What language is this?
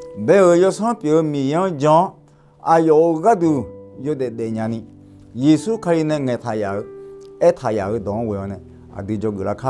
Akha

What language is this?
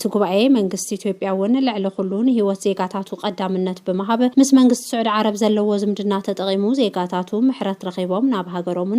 Tigrinya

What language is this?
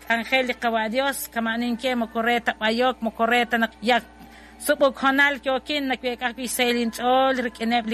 Kekchí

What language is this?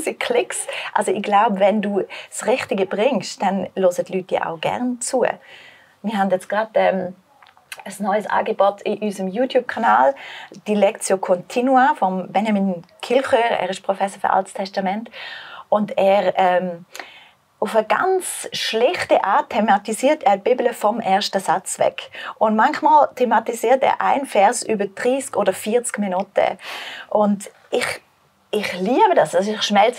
Swiss German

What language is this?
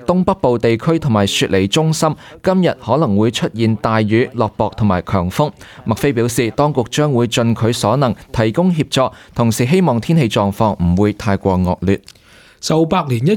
Cantonese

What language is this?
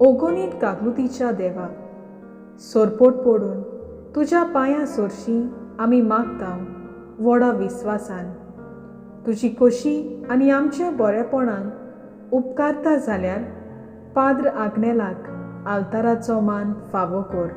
Konkani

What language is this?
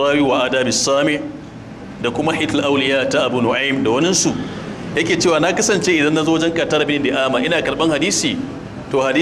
Hausa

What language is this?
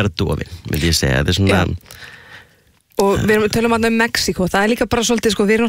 Icelandic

